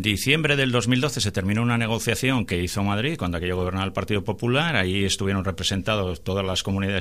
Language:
Spanish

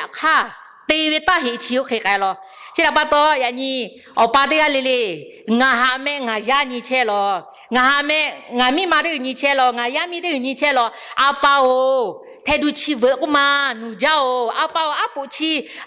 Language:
Lahu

